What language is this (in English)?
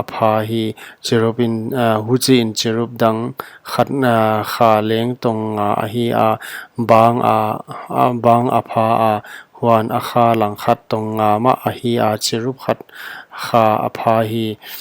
Paite Chin